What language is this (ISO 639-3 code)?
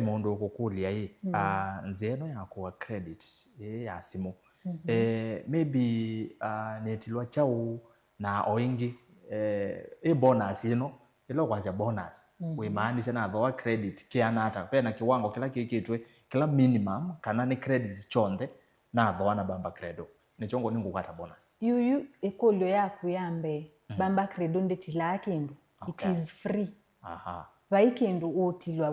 kam